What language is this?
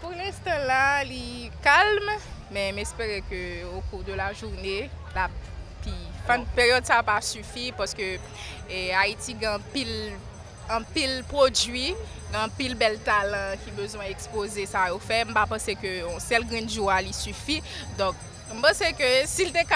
Haitian Creole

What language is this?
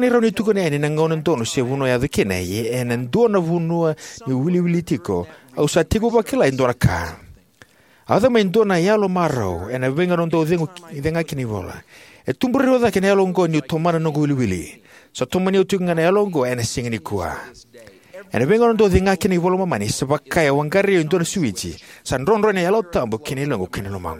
Fijian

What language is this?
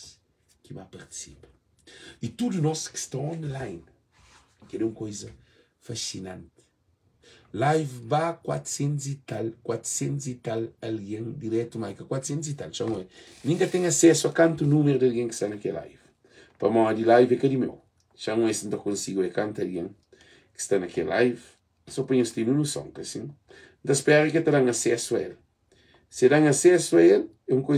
Kabuverdianu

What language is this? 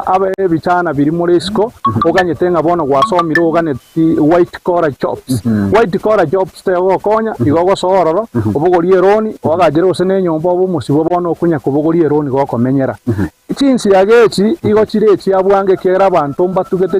Gusii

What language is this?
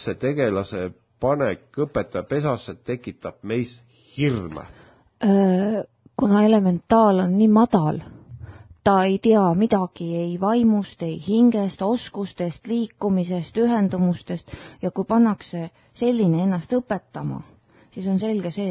Estonian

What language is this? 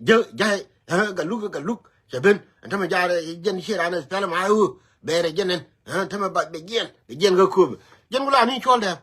Nuer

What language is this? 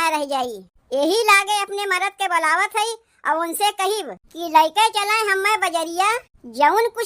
Awadhi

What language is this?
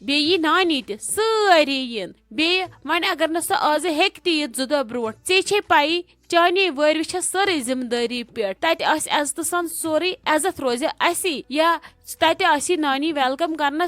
Kashmiri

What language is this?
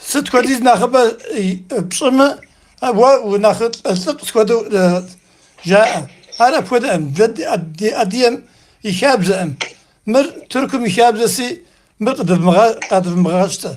Kabardian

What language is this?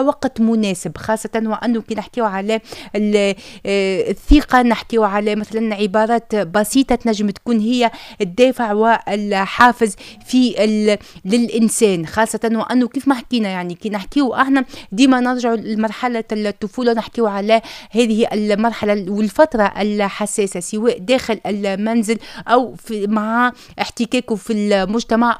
Tunisian Arabic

